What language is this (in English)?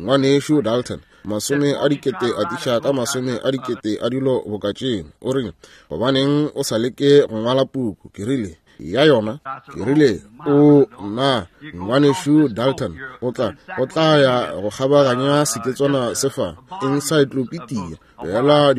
Northern Sotho